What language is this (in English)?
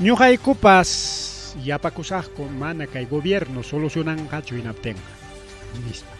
Ayacucho Quechua